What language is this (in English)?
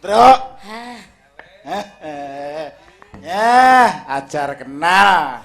Javanese